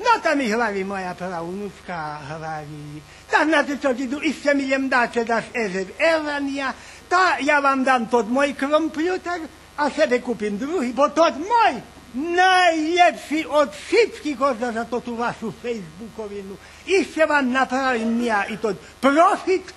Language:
Rusyn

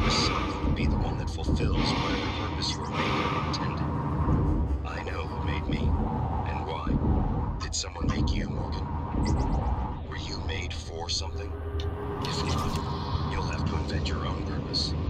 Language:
English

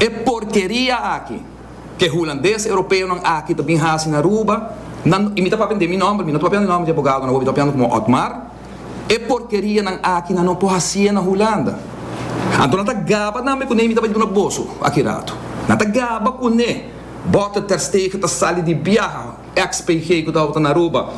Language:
Papiamento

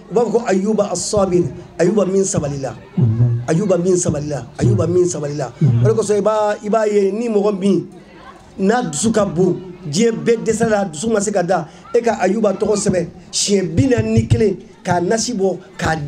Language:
Bambara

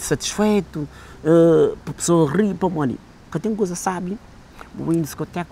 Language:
Kabuverdianu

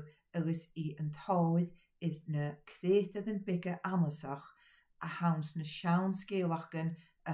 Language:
Scottish Gaelic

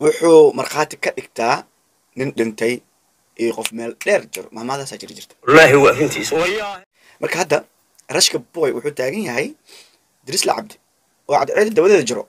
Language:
Somali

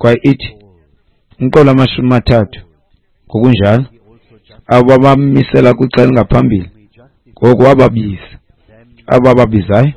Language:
Xhosa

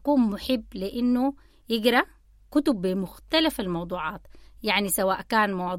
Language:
Sudanese Arabic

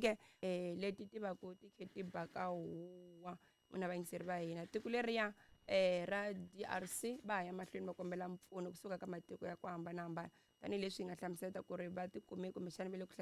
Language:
Tsonga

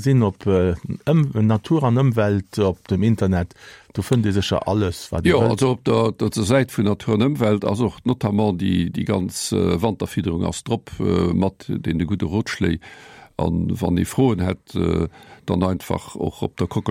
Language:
Luxembourgish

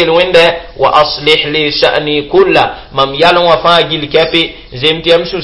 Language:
Mossi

